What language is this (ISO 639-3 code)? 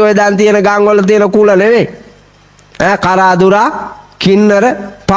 sin